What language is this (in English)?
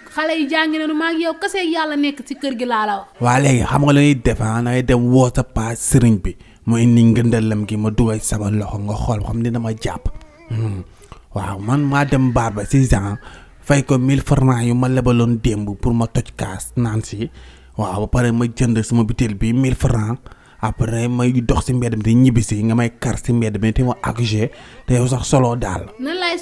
Wolof